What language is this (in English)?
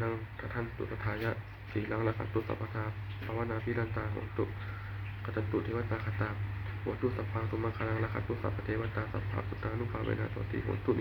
Pali